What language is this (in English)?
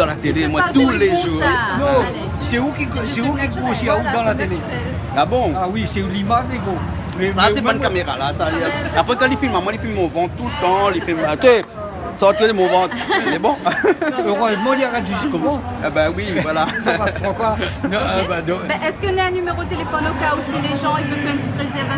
Réunion Creole French